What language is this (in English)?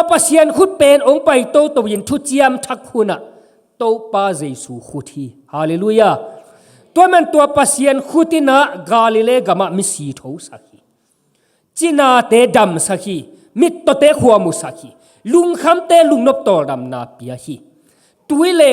Tedim Chin